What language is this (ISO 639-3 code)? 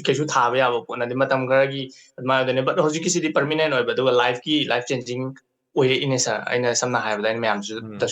mni